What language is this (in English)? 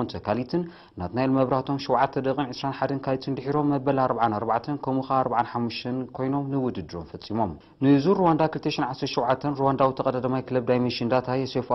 Tigrinya